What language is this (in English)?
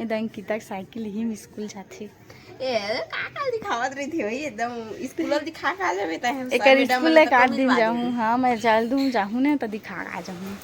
Chhattisgarhi